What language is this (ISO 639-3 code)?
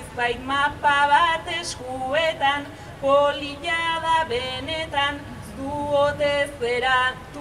eus